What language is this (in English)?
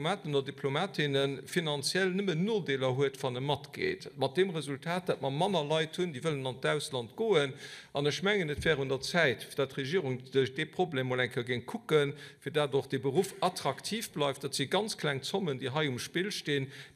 Luxembourgish